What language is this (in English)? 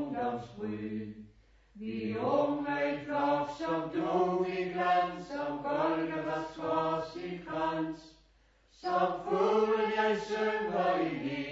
Danish